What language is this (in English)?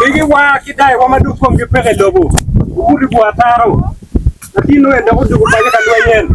Acoli